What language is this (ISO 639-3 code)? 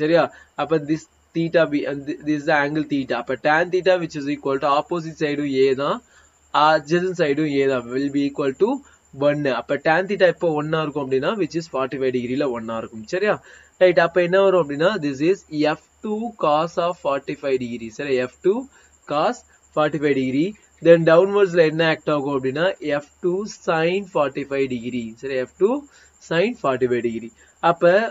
tam